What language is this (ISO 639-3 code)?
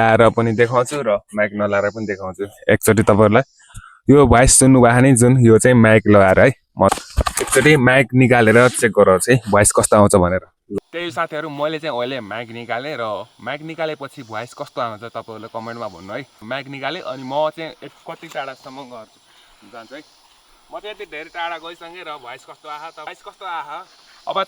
nep